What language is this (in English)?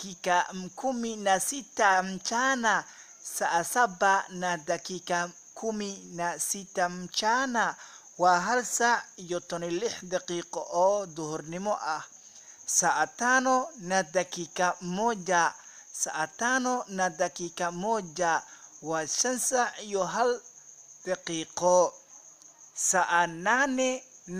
Somali